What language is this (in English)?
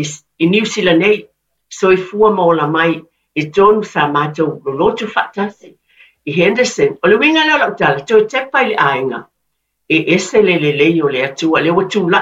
Samoan